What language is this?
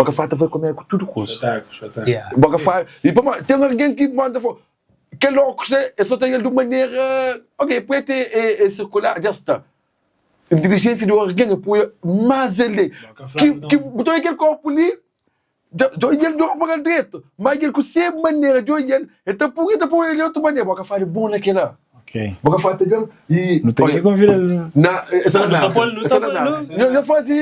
Kabuverdianu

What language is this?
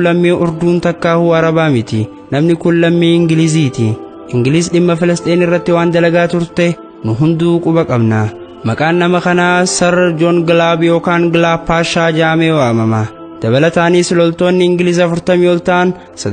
Oromo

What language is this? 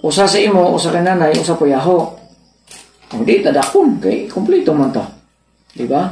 Cebuano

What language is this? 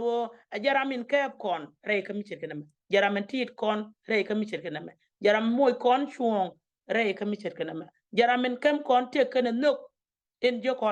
Nuer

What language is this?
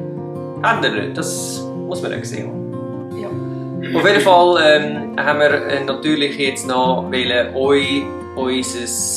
Swiss German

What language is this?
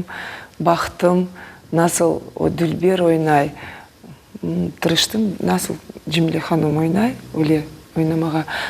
Crimean Tatar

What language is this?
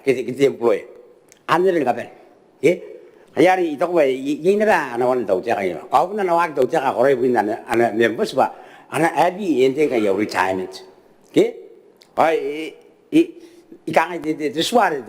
Gilbertese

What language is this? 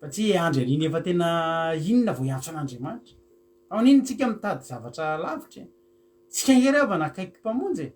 Malagasy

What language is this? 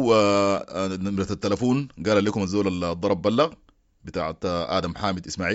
Sudanese Arabic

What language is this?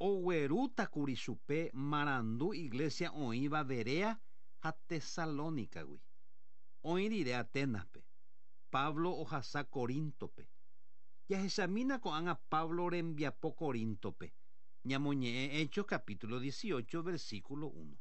Guarani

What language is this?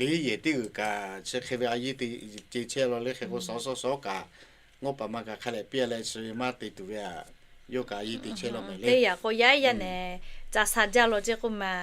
Lahu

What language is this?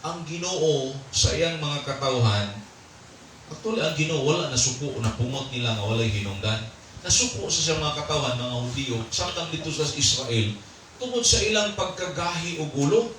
Cebuano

